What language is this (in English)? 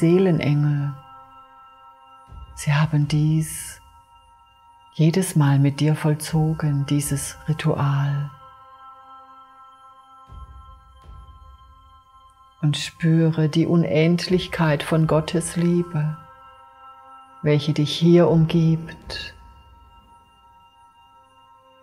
German